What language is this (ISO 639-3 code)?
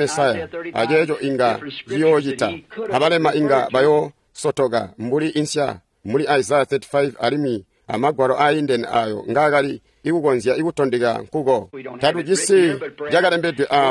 toi